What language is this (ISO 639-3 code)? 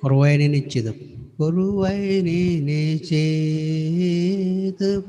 mah